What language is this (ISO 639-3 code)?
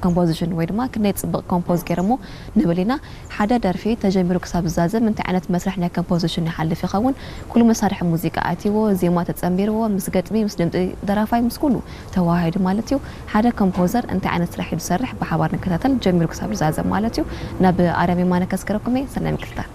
tir